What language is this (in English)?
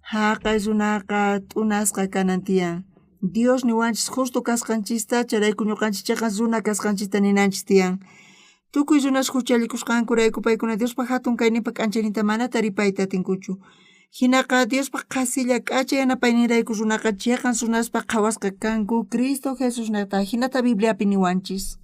South Bolivian Quechua